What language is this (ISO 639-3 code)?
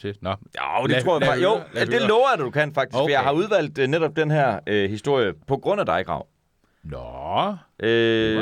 dan